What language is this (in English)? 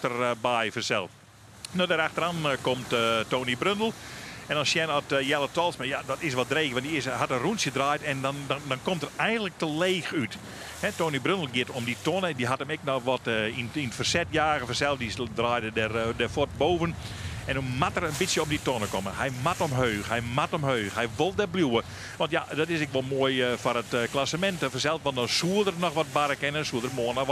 Western Frisian